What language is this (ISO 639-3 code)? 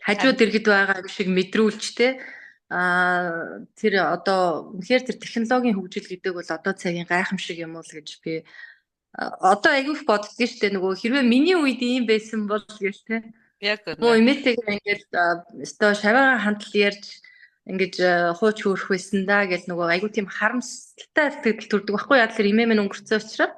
mon